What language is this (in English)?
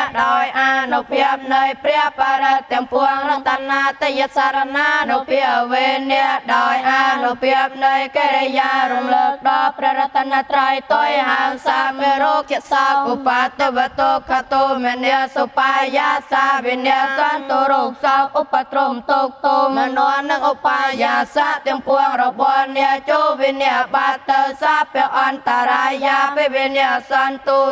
Khmer